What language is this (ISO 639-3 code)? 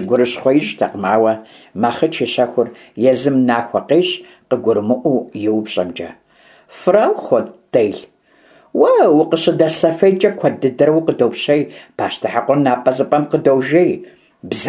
kbd